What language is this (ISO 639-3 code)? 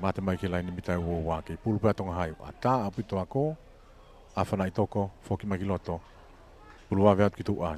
ton